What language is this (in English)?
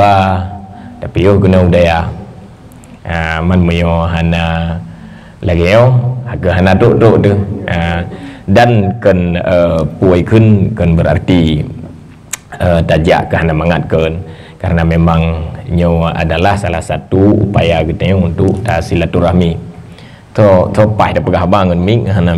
Achinese